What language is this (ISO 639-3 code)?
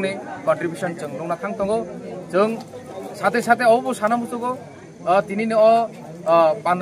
trp